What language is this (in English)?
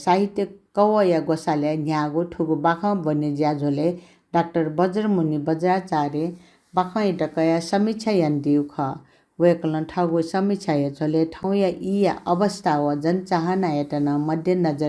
Newari